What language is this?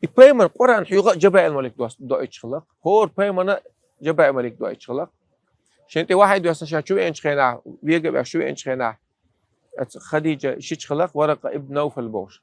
Chechen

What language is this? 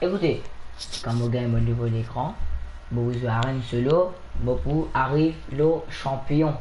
Morisyen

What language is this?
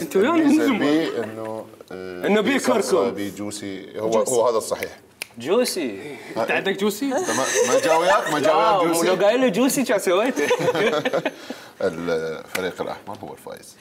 Mesopotamian Arabic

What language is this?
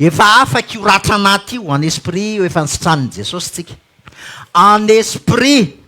Malagasy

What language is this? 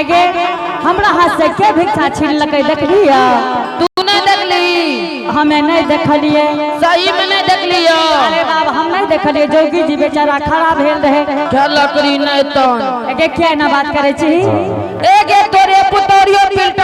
Angika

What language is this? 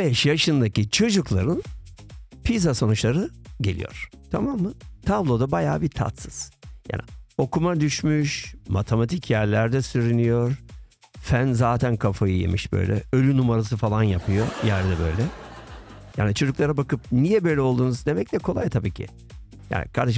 Turkish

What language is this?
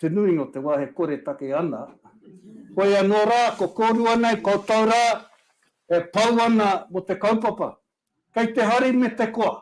Māori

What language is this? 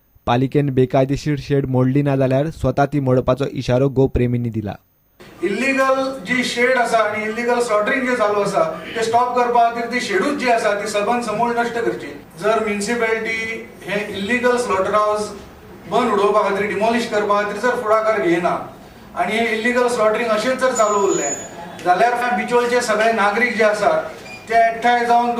Konkani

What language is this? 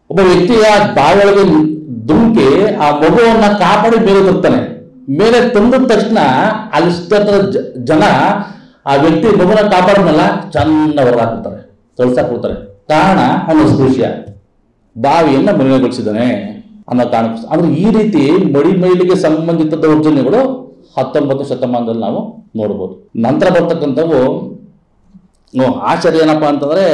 Kannada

